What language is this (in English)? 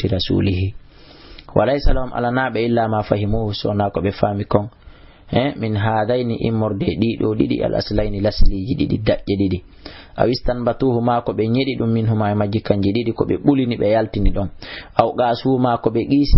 Fula